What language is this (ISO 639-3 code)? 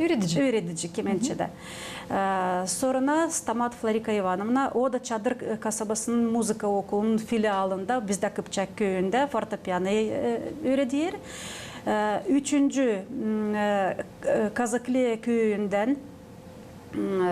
gag